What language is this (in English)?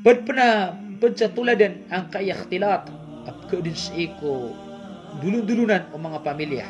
Maranao